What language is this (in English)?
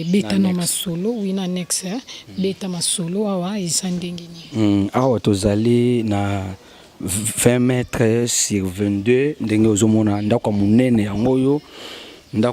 Lingala